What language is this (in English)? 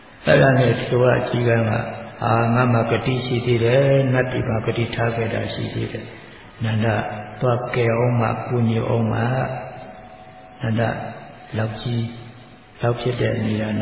Burmese